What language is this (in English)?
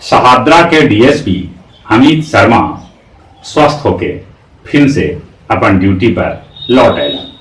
Magahi